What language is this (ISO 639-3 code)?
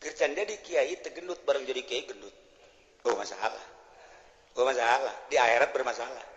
sun